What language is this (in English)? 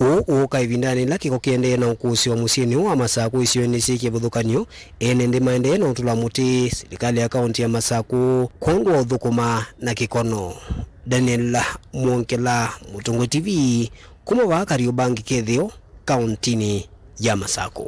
Kamba